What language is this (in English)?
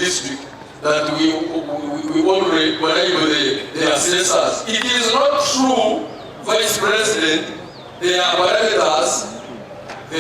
Nyankole